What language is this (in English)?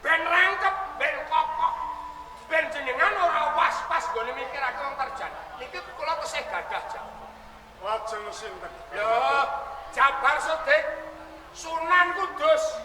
Javanese